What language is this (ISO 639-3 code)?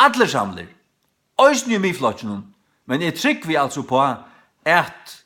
fao